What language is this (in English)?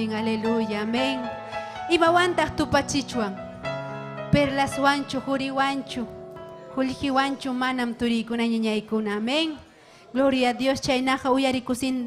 Ayacucho Quechua